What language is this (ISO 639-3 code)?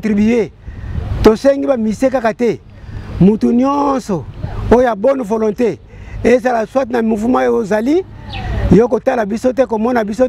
lin